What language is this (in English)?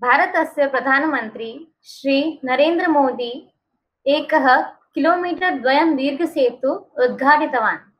Sanskrit